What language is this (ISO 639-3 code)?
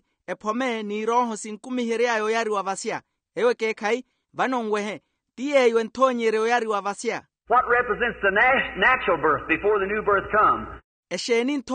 vmw